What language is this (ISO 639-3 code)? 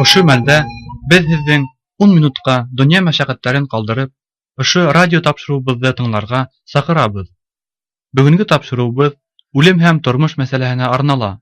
bak